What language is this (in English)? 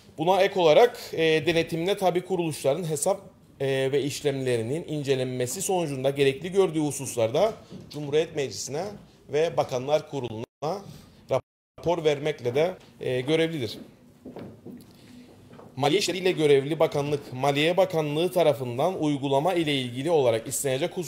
Turkish